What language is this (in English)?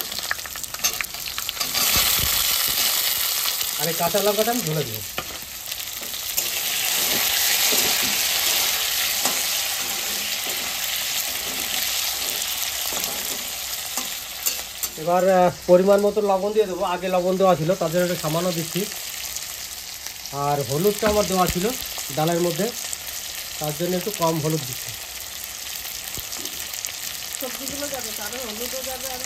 Bangla